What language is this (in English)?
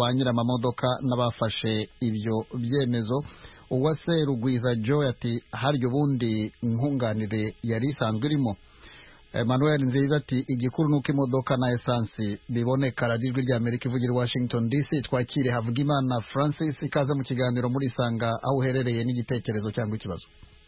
Kinyarwanda